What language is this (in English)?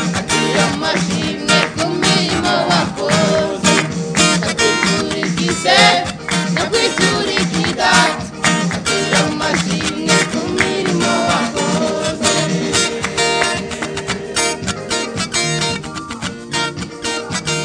Kinyarwanda